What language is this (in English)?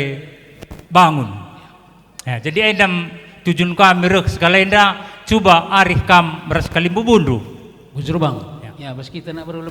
Batak Karo